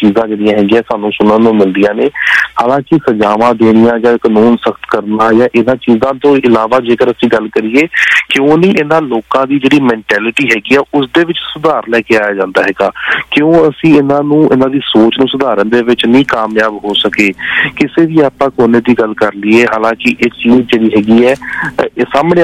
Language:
Punjabi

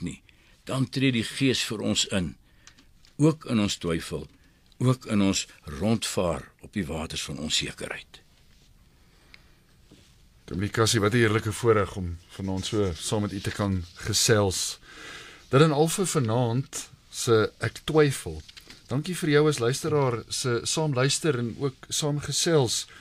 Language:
Afrikaans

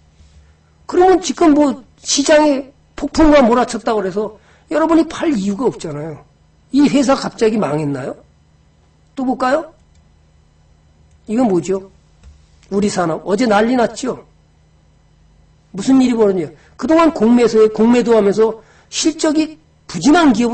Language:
Korean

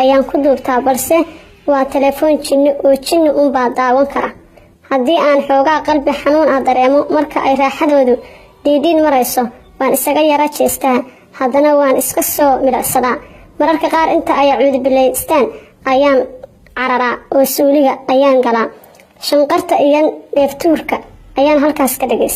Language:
Somali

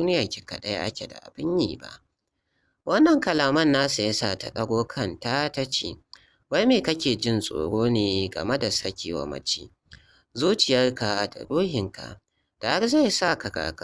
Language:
Hausa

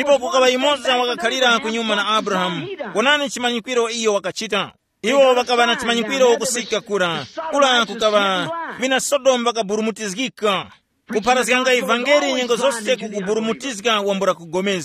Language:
Tumbuka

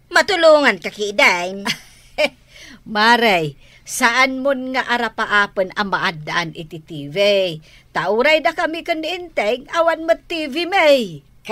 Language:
Iloko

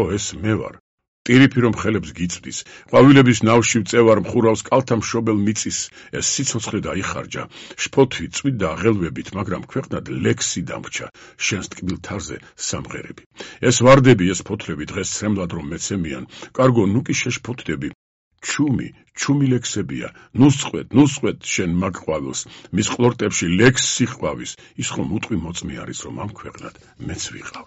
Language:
Georgian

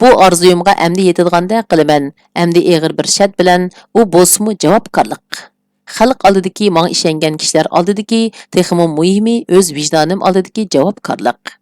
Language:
Uyghur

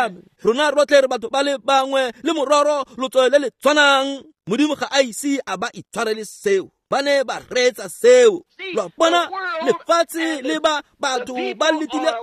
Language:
Tswana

